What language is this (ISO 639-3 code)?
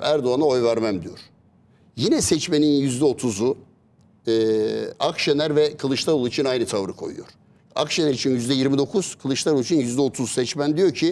tur